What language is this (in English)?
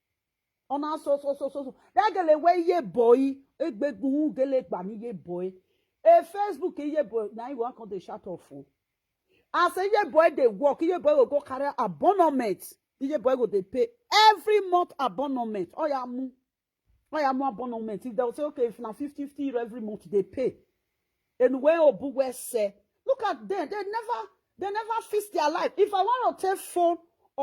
Nigerian Pidgin